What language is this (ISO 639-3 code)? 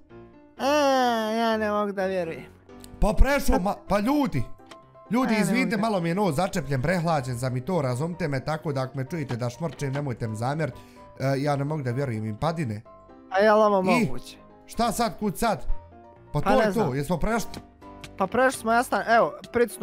bos